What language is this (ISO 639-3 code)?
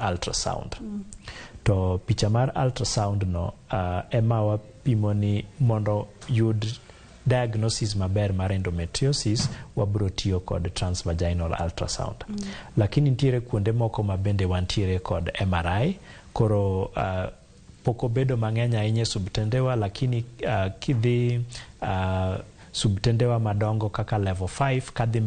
luo